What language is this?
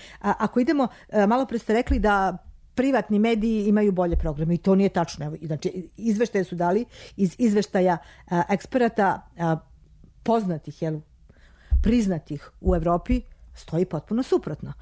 Serbian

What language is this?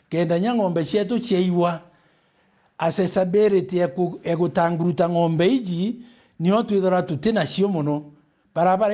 Meru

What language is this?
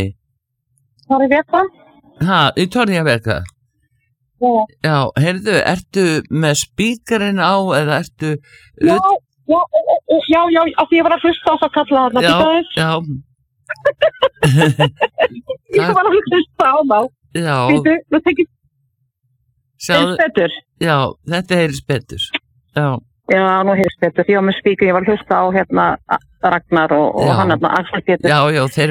Icelandic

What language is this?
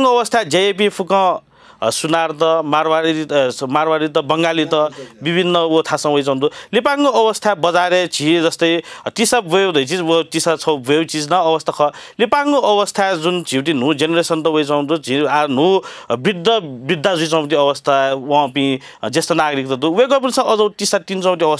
Newari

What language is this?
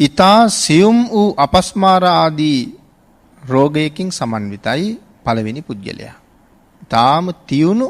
Sinhala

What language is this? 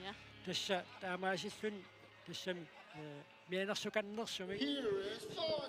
Kalaallisut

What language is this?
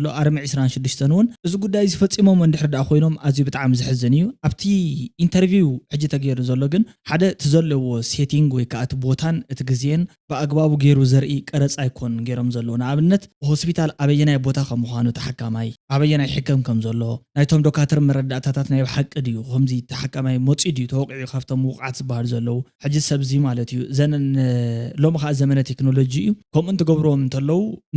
Tigrinya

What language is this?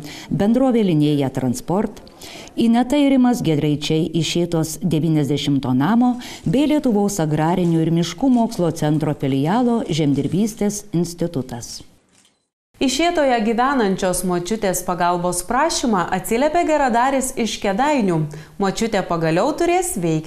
Lithuanian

